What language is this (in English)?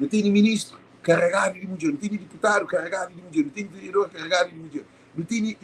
Kabuverdianu